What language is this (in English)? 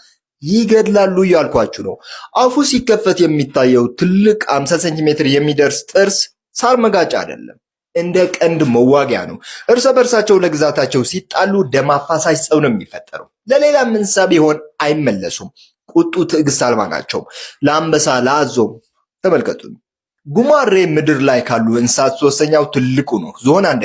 Amharic